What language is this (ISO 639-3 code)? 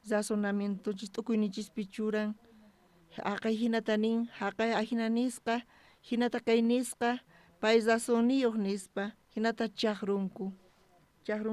quh